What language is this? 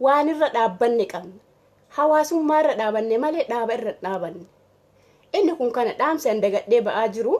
Oromo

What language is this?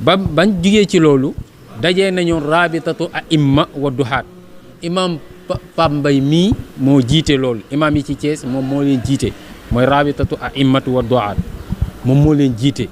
Wolof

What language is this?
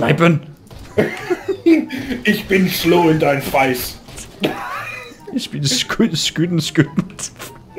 Danish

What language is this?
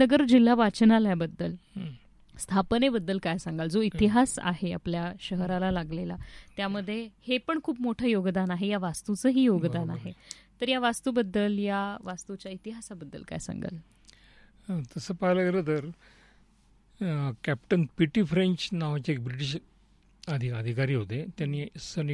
Marathi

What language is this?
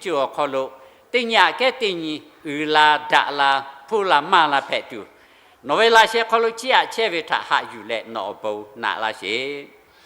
Lahu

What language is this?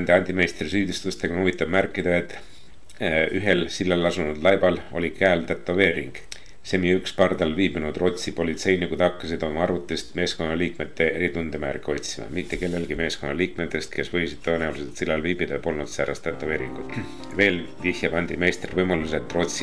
Estonian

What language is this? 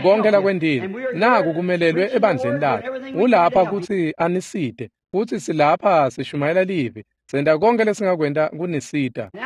Swati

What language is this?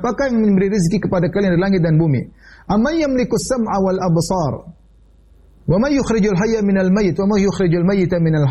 Indonesian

